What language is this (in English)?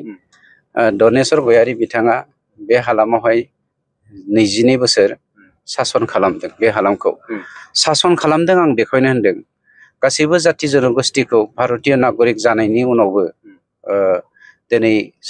Bodo